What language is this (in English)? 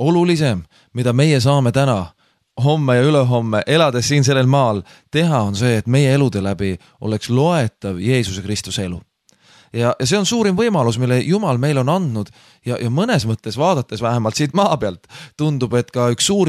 Estonian